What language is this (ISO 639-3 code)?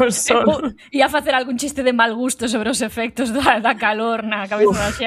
glg